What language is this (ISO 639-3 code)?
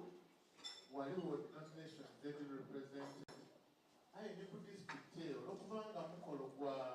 xog